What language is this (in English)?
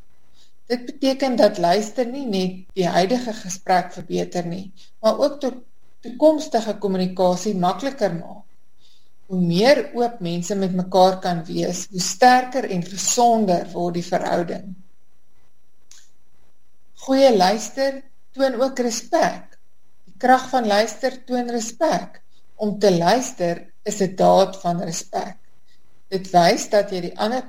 Afrikaans